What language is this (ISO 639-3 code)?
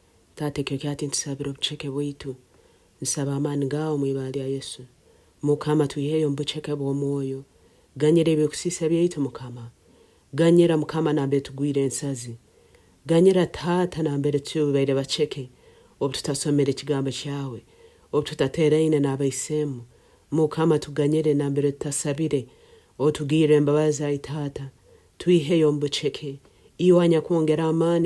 nyo